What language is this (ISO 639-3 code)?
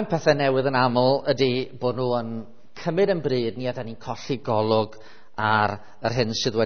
cym